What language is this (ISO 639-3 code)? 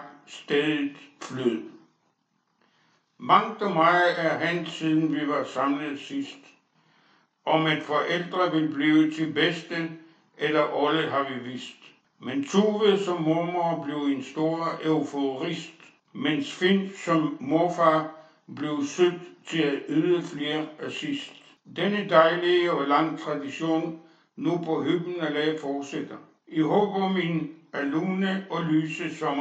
dan